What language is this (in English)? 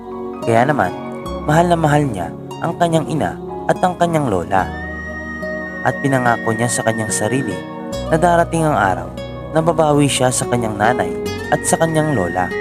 Filipino